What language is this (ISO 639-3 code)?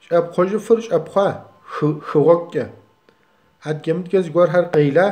kbd